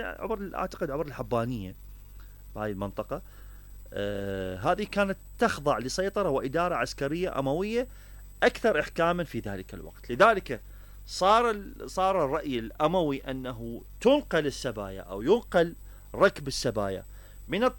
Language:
Mesopotamian Arabic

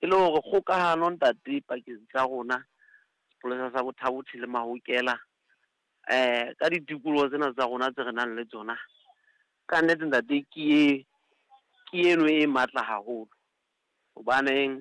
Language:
Southern Sotho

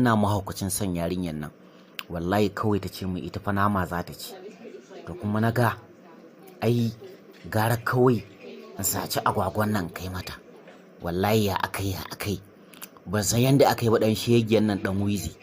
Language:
Hausa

